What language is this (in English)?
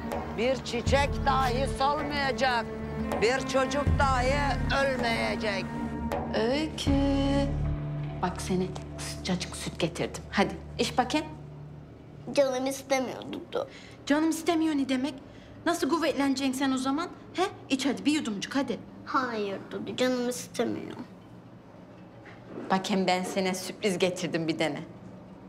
Turkish